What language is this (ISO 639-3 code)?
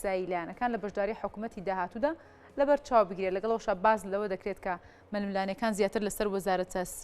ckb